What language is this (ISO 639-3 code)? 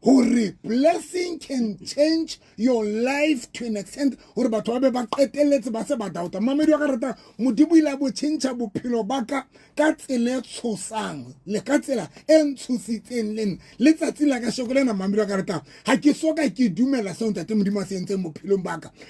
sot